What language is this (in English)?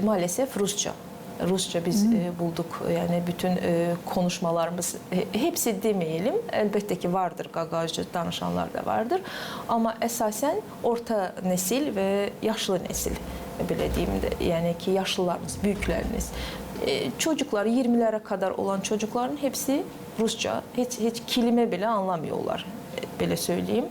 Gagauz